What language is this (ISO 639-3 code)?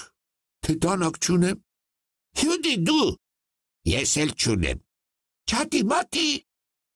hye